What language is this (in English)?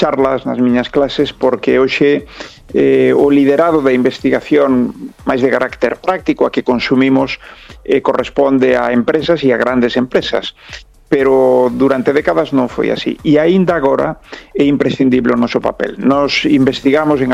Galician